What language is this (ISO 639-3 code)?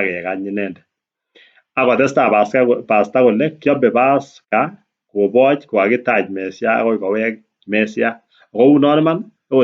kln